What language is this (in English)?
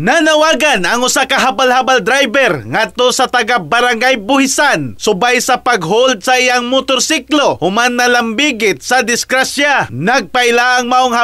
Cebuano